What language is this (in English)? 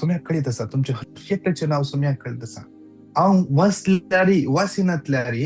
Konkani